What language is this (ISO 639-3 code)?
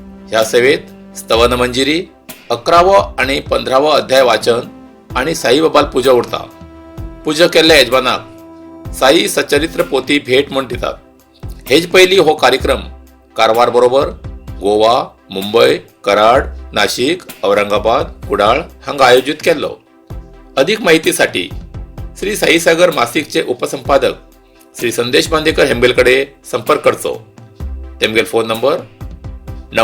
kok